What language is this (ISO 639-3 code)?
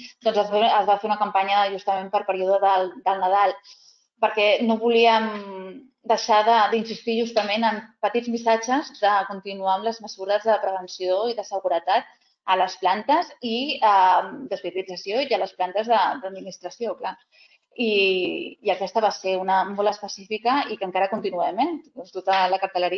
cat